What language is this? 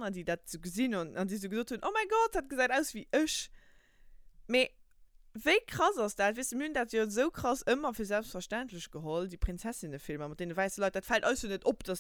Luxembourgish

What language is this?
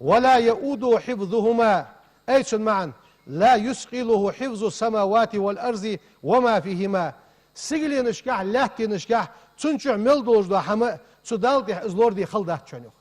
Ingush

